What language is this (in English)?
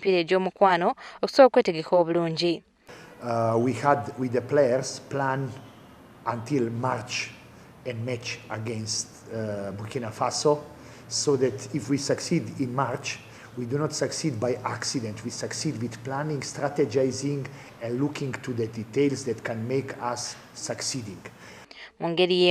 Ganda